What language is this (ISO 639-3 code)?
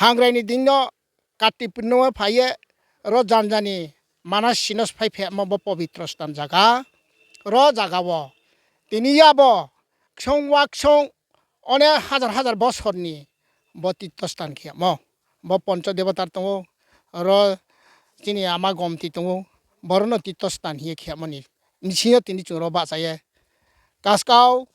ria